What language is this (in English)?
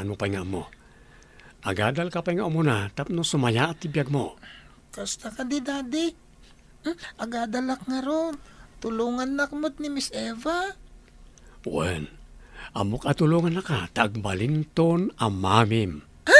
Iloko